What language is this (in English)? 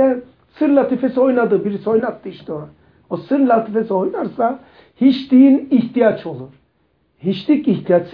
Turkish